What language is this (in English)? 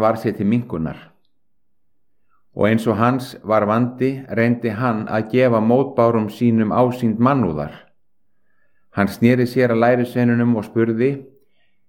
Icelandic